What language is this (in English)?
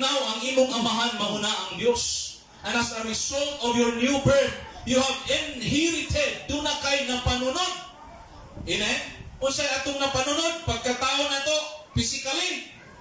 Cebuano